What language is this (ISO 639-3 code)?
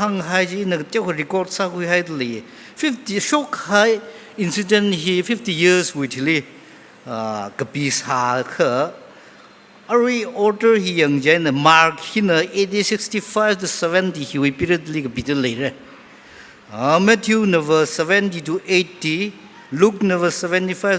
nmf